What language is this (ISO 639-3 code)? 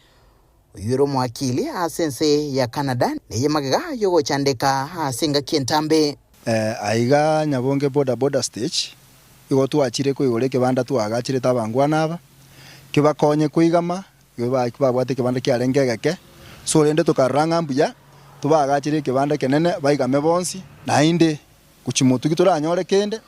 guz